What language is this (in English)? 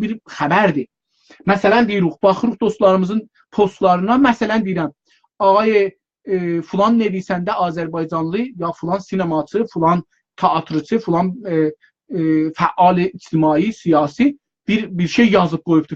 South Azerbaijani